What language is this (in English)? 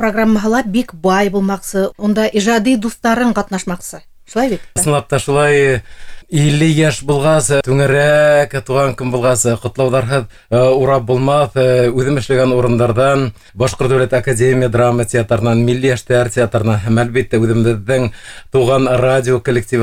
Bashkir